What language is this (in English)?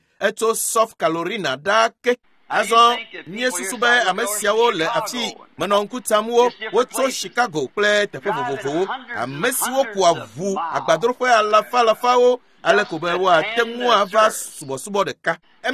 Ewe